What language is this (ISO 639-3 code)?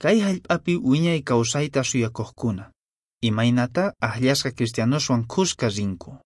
que